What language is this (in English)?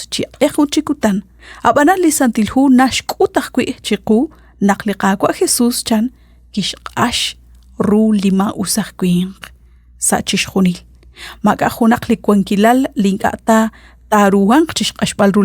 Kekchí